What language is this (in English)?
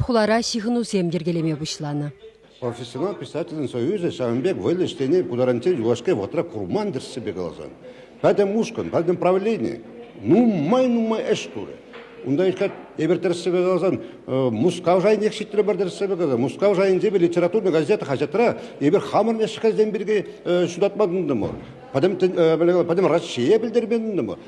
Chuvash